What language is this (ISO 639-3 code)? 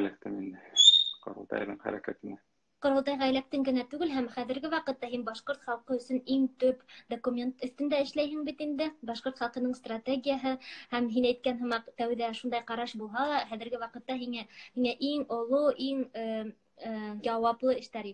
bak